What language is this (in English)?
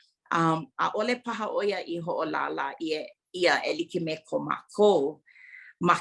Hawaiian